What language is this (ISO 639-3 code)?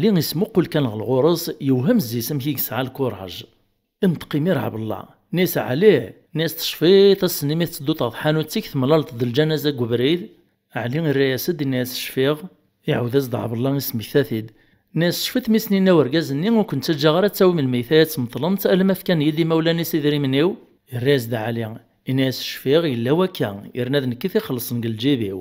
kab